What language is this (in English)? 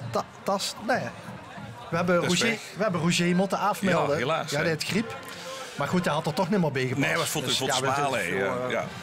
Limburgish